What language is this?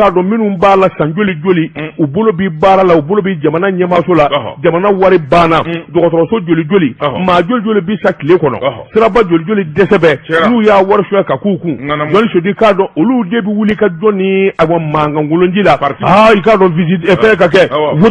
Bambara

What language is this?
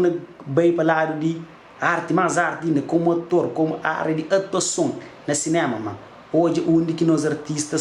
Kabuverdianu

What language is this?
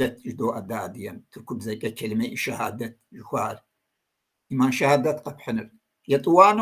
Kabardian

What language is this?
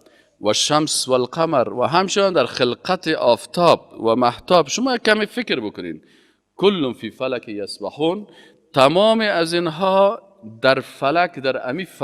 Persian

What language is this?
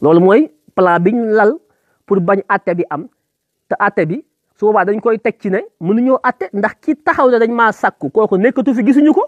Wolof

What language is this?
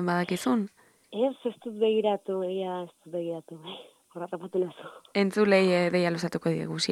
Basque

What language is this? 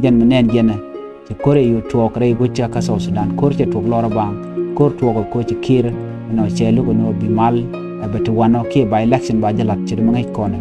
Nuer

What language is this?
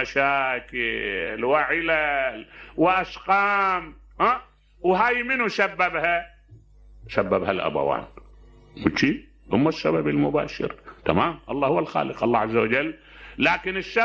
Mesopotamian Arabic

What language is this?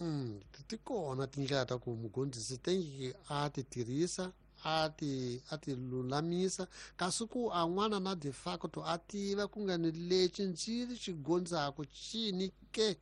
Tsonga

